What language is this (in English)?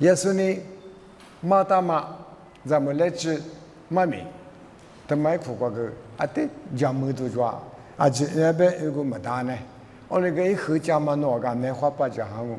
Lisu